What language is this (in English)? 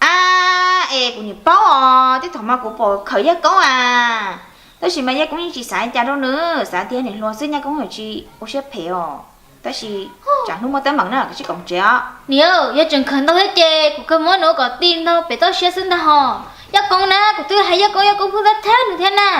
Hmong